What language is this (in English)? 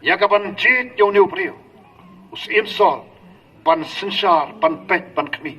Khasi